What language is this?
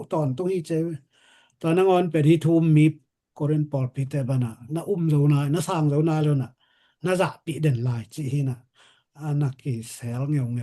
Tedim Chin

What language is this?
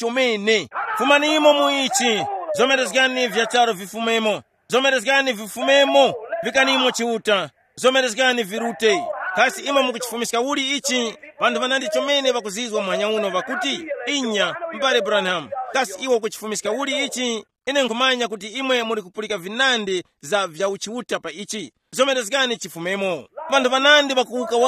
Tumbuka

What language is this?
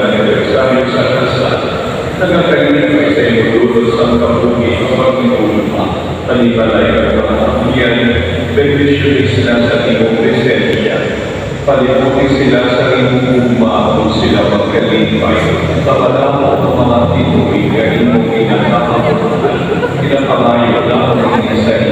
Hiligaynon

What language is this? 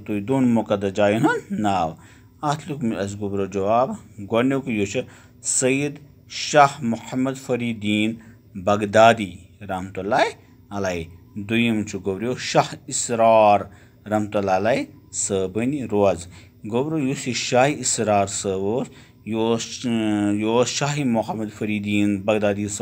Kashmiri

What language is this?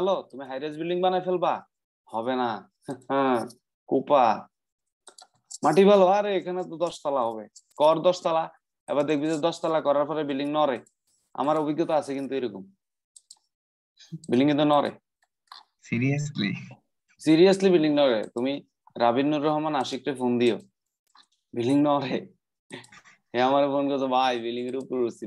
Bangla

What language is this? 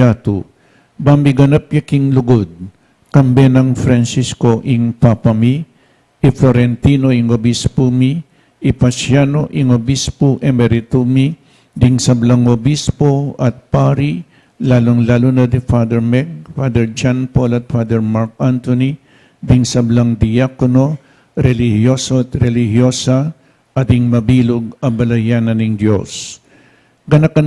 Pampanga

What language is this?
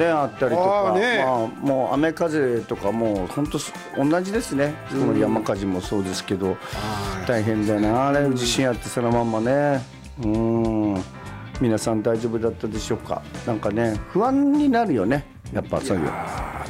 Japanese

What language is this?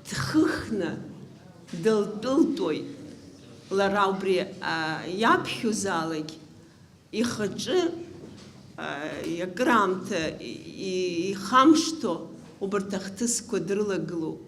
Abkhazian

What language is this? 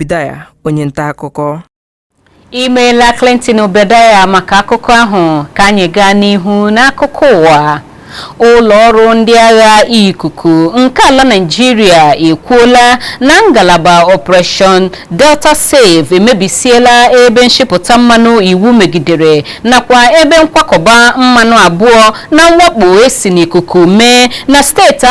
Igbo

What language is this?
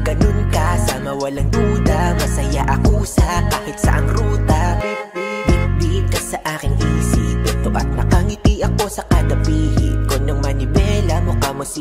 Filipino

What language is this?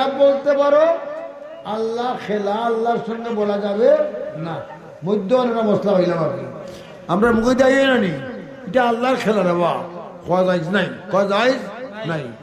Sylheti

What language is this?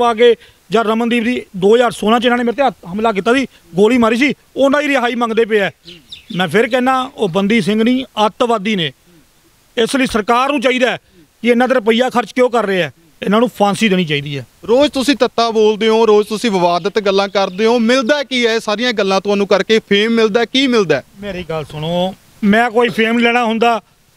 Punjabi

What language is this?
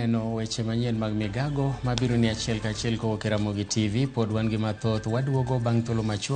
Luo (Kenya and Tanzania)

